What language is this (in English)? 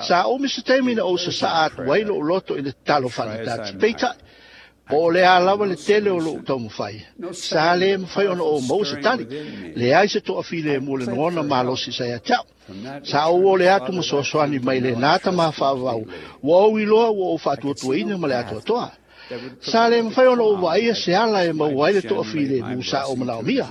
Samoan